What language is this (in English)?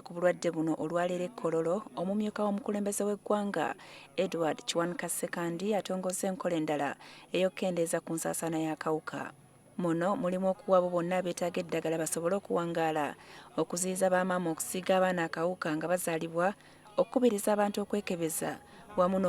Ganda